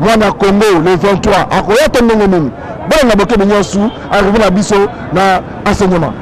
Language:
Lingala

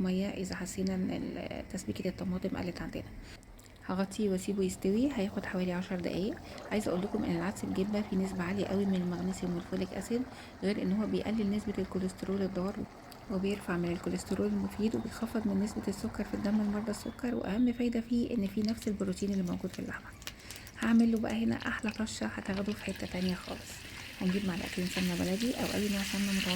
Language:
Egyptian Arabic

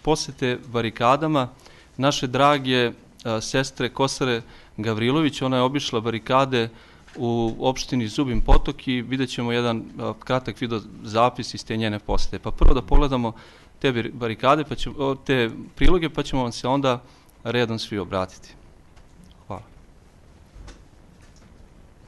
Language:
Serbian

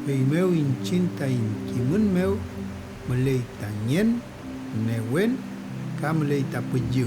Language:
Mapuche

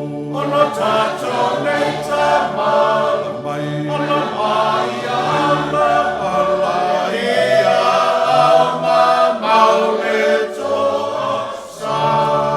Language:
Samoan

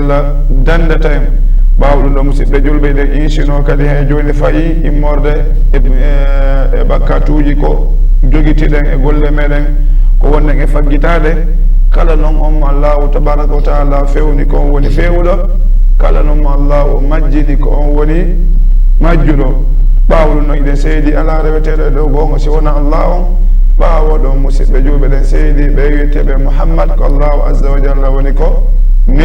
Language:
Fula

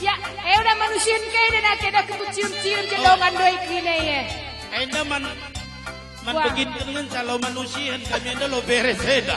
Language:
Batak Karo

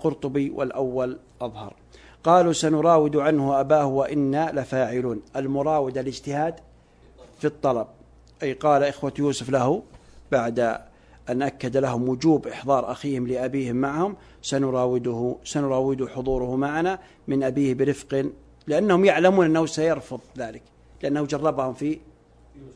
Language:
Arabic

